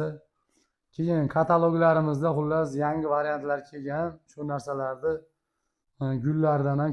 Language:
Uzbek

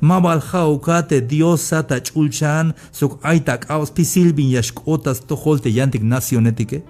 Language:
Tzeltal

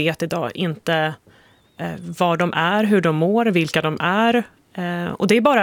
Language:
Swedish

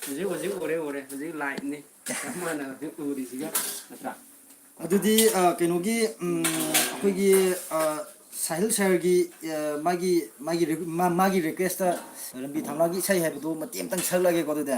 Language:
Manipuri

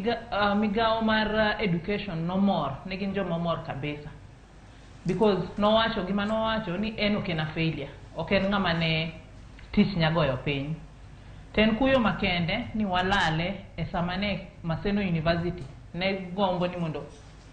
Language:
Luo (Kenya and Tanzania)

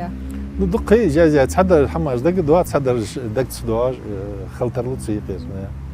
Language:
Ingush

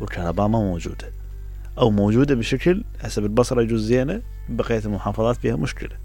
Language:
Mesopotamian Arabic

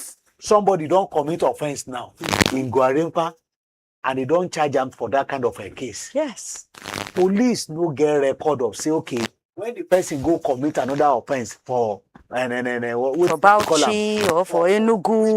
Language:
Nigerian Pidgin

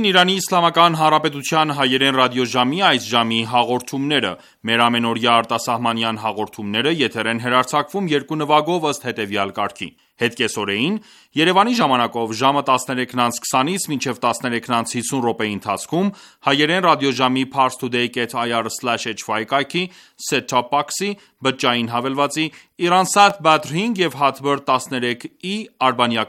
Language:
Armenian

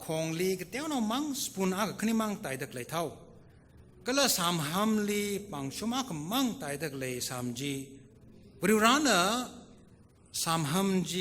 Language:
Tangkhul Naga (India)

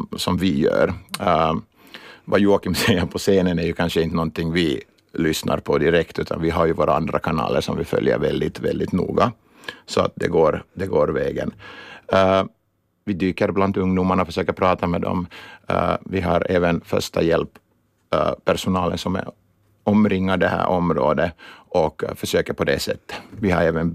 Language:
Swedish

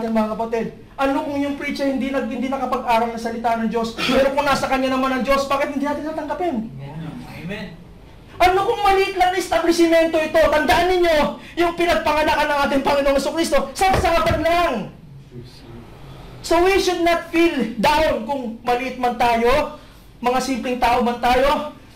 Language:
Filipino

